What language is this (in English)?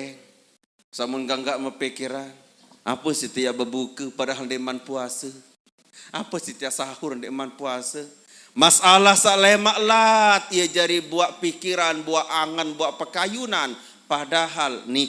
Sasak